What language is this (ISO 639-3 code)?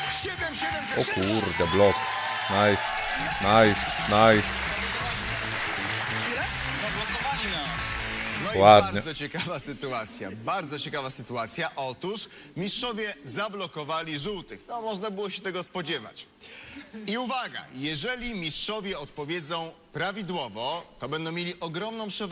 pol